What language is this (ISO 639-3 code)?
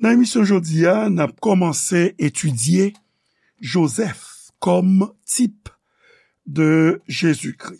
hat